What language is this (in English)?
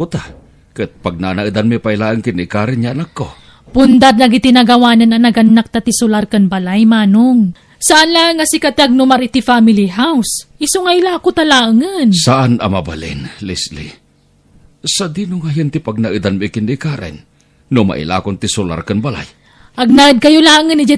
Iloko